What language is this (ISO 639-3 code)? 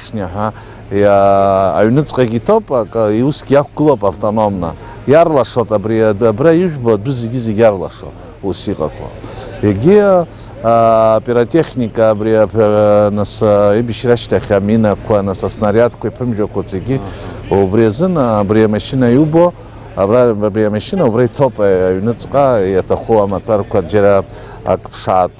abk